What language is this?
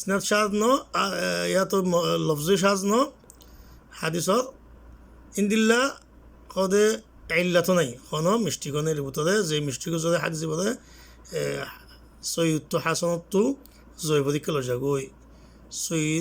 Rohingya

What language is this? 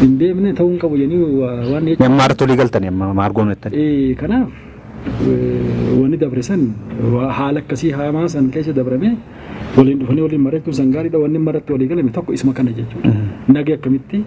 Oromo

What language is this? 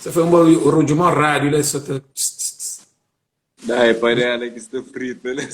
Kabuverdianu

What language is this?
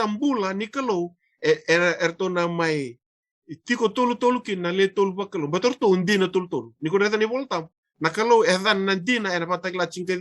Fijian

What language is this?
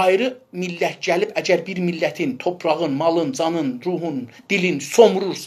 South Azerbaijani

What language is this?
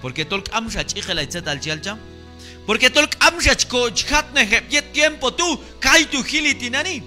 Q'anjob'al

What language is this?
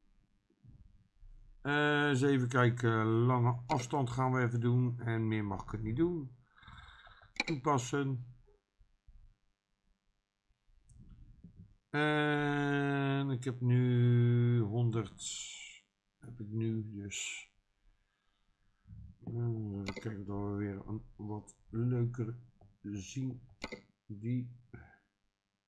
Dutch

